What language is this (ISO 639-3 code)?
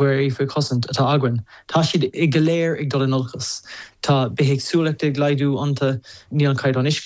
gle